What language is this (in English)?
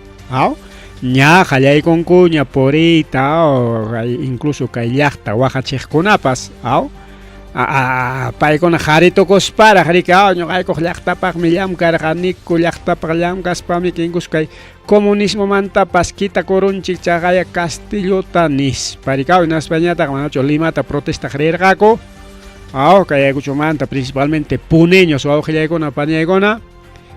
Ayacucho Quechua